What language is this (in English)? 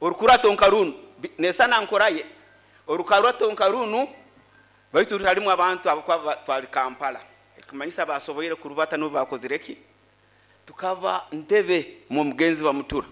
Nyoro